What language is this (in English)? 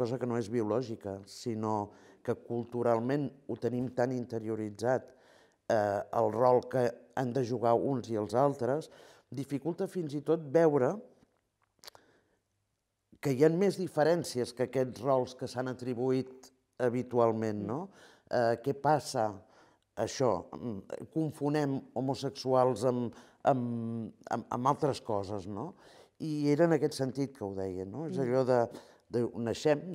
Catalan